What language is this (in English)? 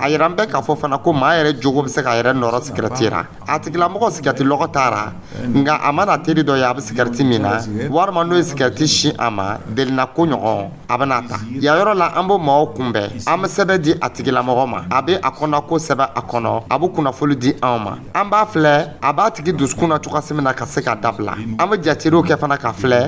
Dyula